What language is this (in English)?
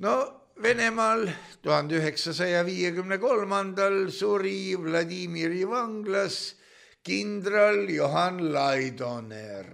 Estonian